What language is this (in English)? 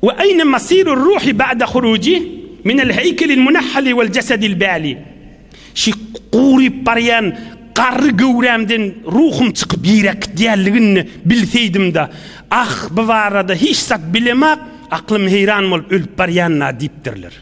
Turkmen